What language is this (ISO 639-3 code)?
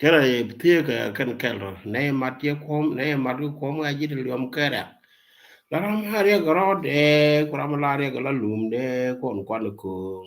nus